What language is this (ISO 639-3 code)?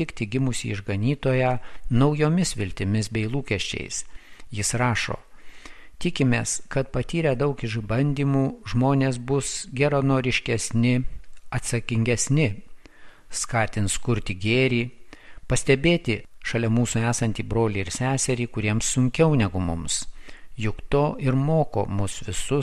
lit